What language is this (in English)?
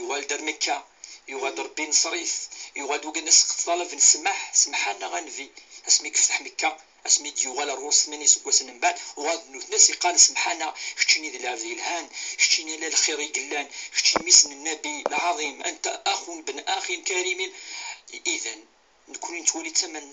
Kabyle